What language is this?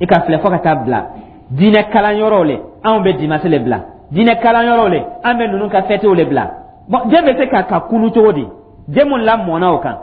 Dyula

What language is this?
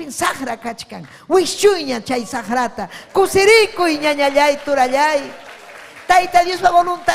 Ayacucho Quechua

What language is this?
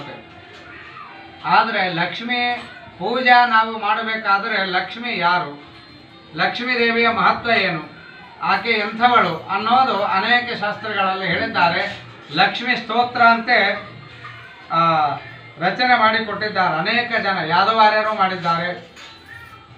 Kannada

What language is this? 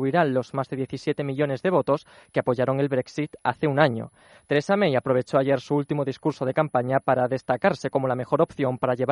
Spanish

